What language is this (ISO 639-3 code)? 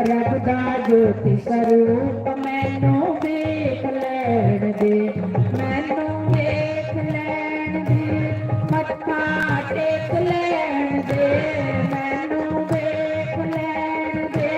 doi